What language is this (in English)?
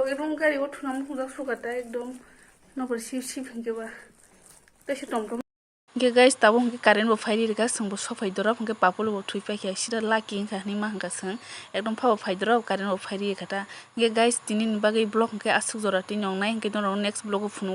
Kok Borok